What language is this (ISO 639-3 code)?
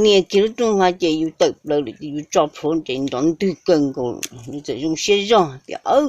hmn